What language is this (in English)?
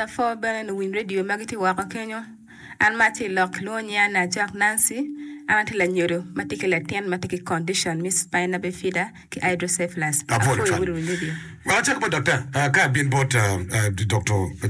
Acoli